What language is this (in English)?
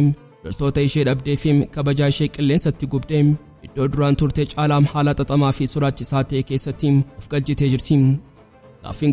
Oromo